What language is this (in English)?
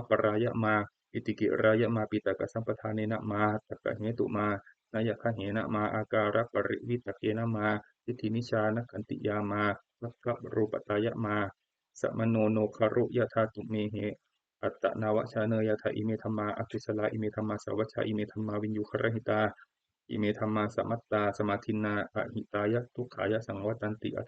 Pali